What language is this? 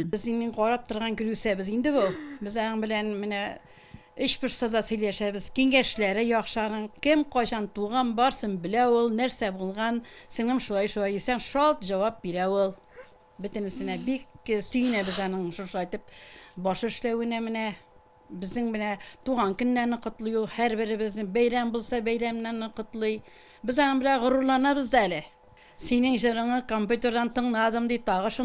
Tatar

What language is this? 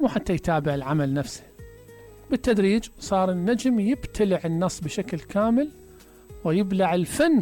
Mesopotamian Arabic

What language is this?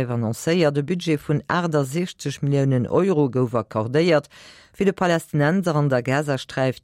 Luxembourgish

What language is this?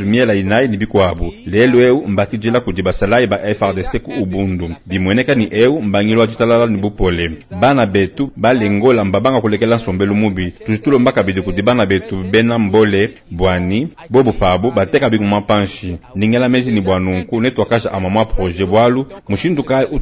Luba-Lulua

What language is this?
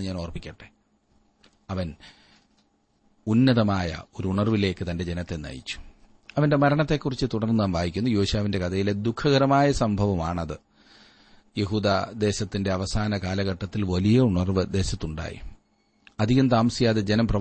Malayalam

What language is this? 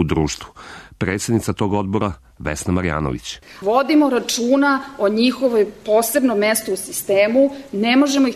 Serbian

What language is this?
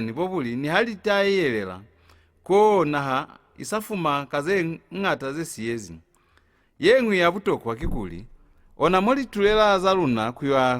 Lozi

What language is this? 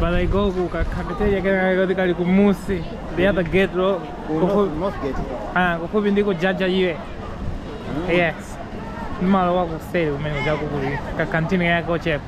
Nyanja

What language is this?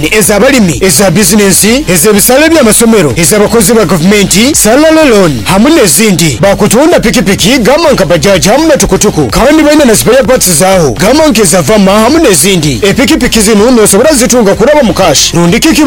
Nyoro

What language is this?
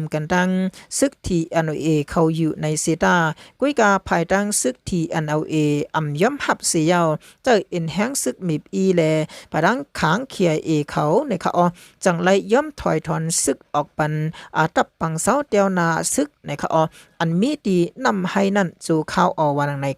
Shan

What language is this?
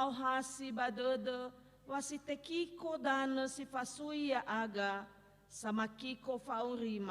Nias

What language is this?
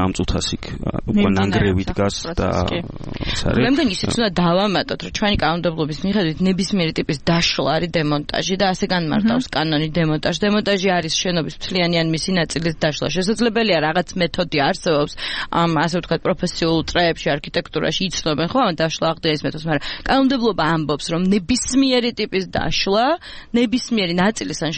Georgian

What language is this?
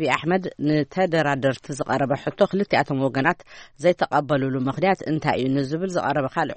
Tigrinya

